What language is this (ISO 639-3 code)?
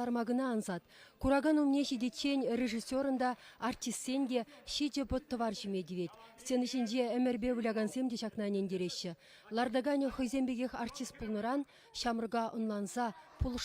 chv